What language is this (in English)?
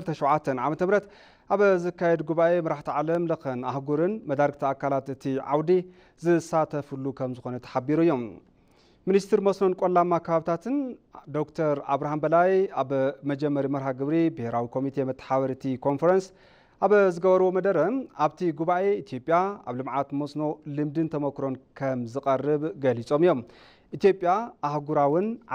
Tigrinya